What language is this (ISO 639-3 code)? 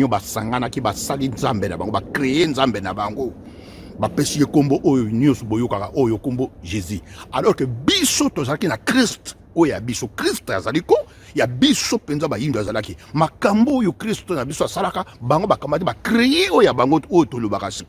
lin